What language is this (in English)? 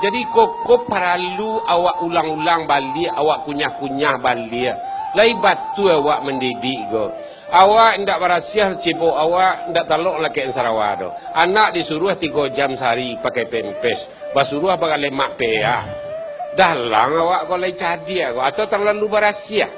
Minangkabau